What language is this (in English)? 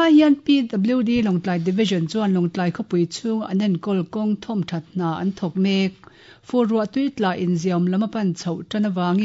Mizo